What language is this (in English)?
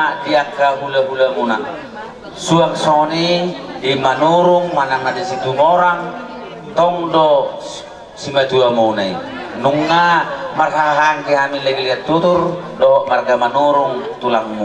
Batak Toba